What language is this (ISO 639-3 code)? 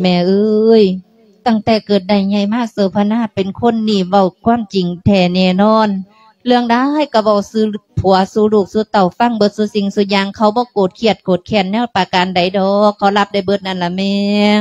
lao